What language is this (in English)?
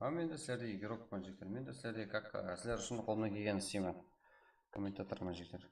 Kara-Kalpak